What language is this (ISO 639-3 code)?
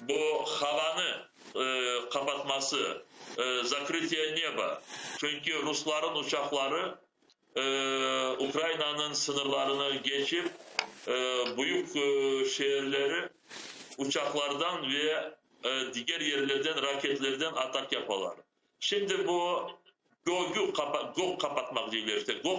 crh